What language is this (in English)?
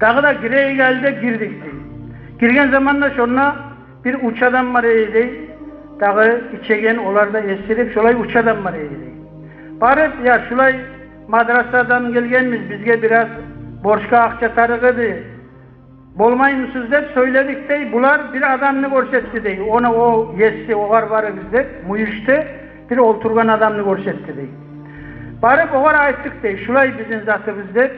Kumyk